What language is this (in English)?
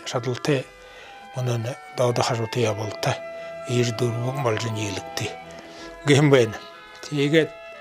Buriat